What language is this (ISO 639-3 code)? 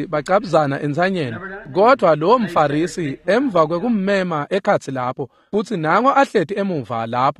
ssw